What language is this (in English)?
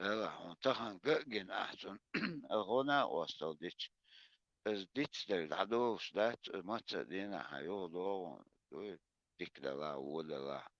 Chechen